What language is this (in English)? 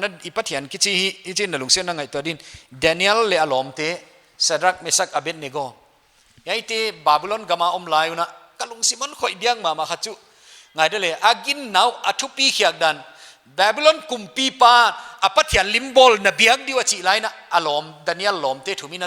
Paite Chin